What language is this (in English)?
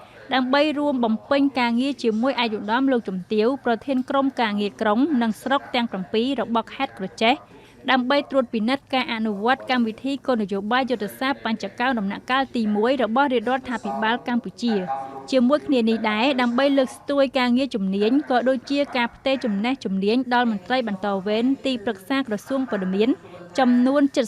Khmer